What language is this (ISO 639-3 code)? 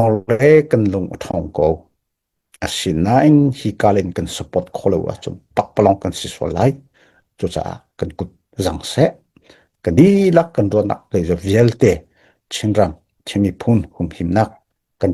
cnh